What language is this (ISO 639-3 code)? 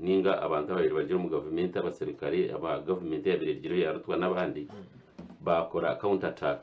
nyn